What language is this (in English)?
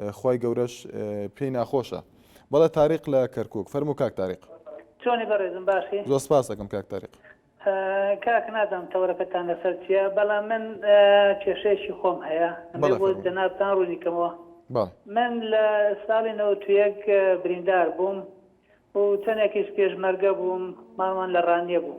Central Kurdish